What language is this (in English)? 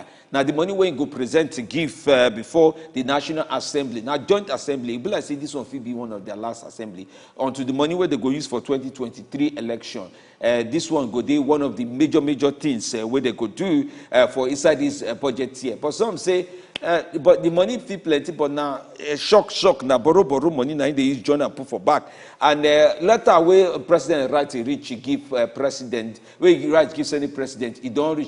Nigerian Pidgin